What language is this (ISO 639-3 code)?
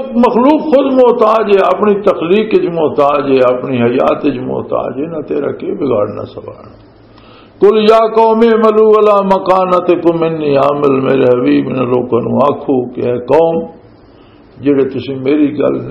lah